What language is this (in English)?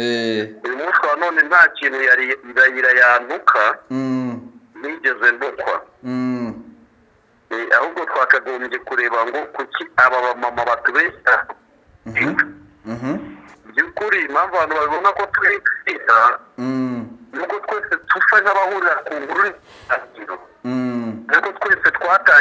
Kinyarwanda